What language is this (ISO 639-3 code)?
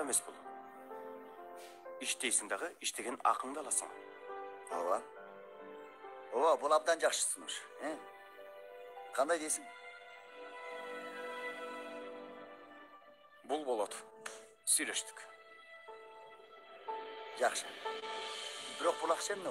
kir